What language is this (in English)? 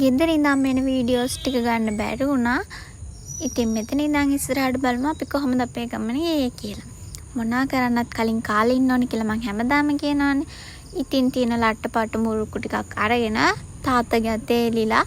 Sinhala